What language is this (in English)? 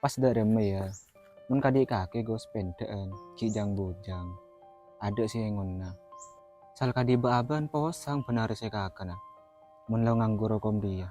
Madurese